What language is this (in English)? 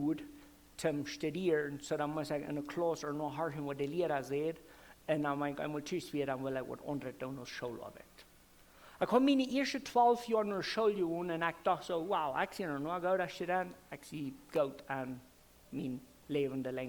Plautdietsch